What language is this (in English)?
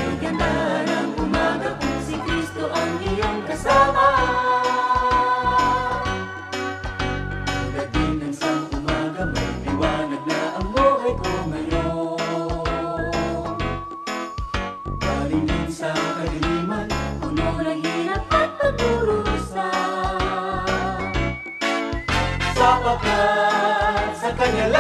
Filipino